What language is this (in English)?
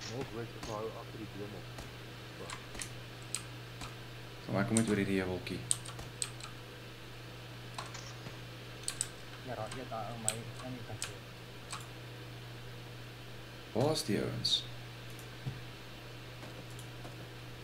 Afrikaans